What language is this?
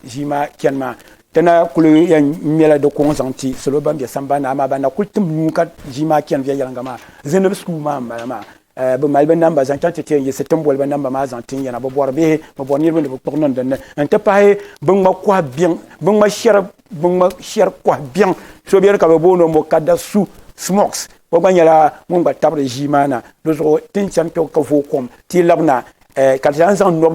Dagbani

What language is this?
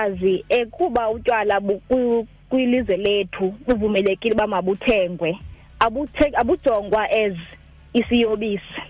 Xhosa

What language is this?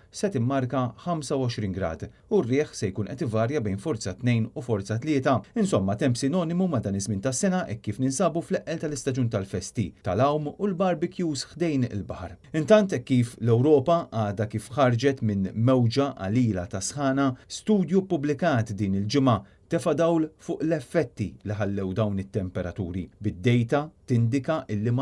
Maltese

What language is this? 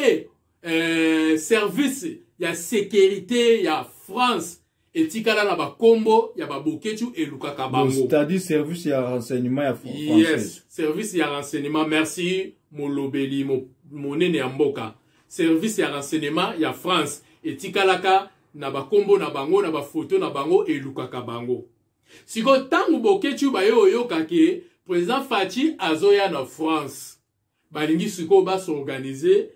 Lingala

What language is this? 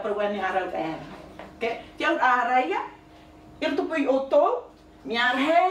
Tahitian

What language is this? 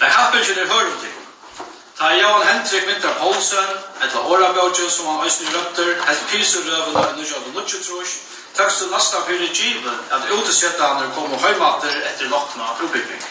Faroese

